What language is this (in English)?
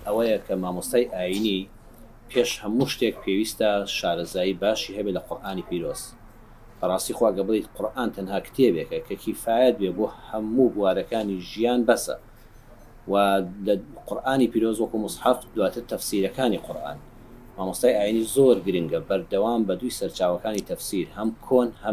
Central Kurdish